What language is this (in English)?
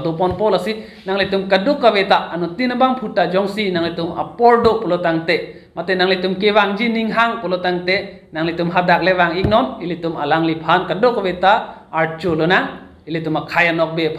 Karbi